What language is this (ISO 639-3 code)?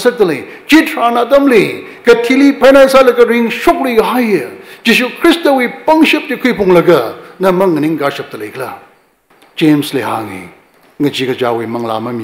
nmf